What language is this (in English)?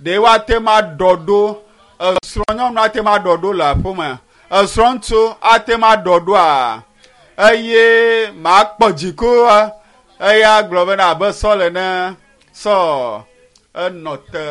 Ewe